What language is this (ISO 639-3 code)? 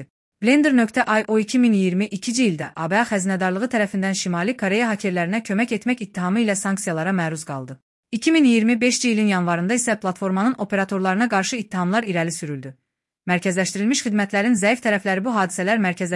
aze